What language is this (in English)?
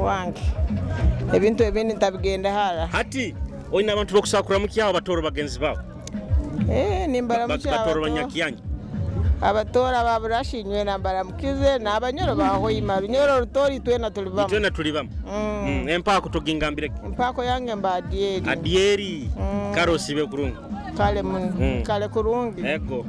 Nyoro